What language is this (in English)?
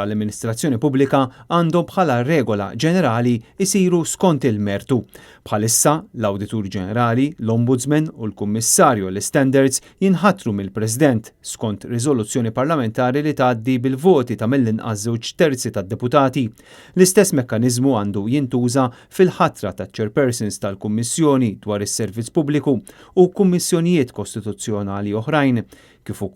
Maltese